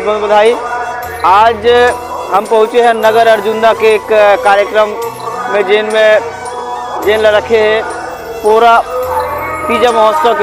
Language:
Chhattisgarhi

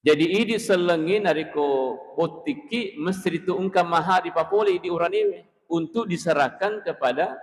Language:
Buginese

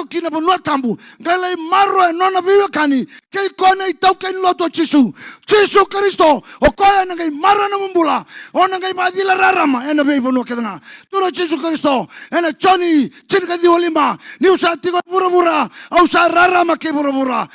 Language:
Fijian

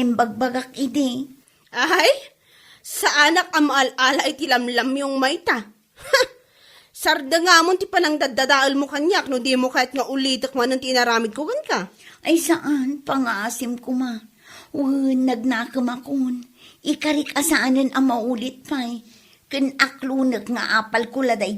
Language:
Iloko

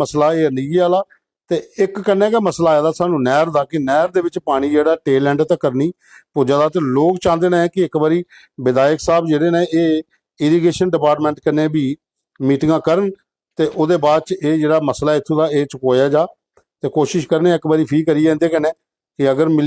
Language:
Dogri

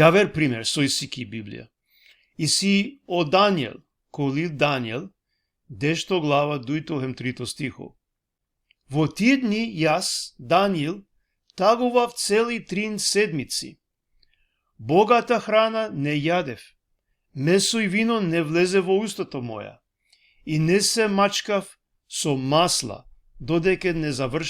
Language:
Balkan Romani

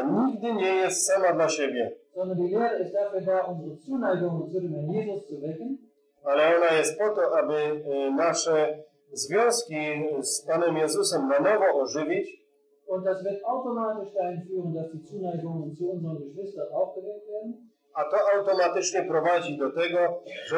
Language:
Polish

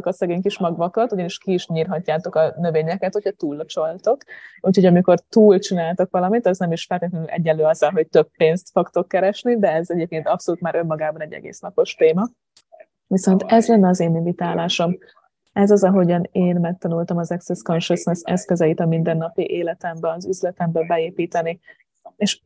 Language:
Hungarian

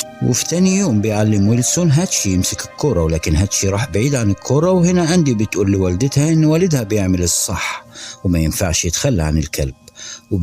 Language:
Egyptian Arabic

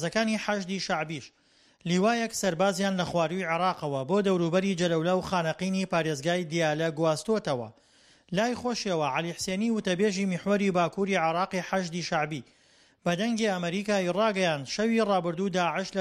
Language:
Central Kurdish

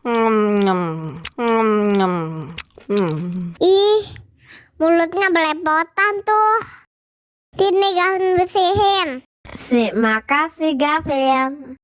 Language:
Betawi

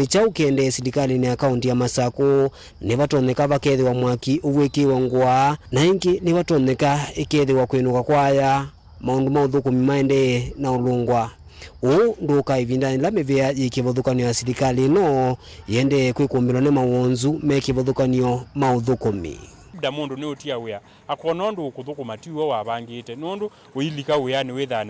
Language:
Kamba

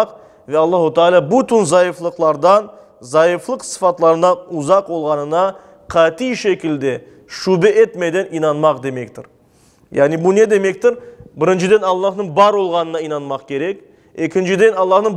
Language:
Crimean Tatar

